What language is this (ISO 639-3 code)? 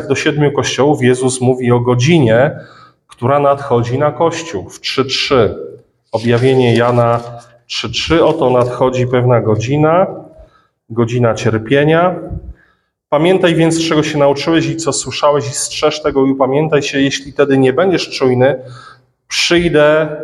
pol